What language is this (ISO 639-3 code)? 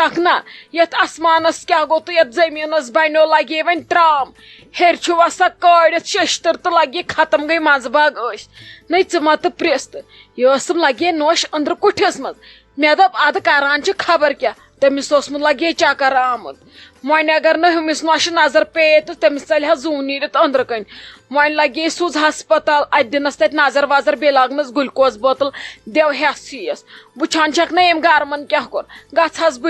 kas